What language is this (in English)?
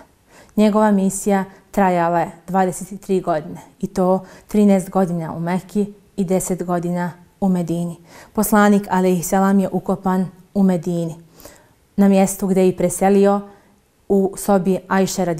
Bosnian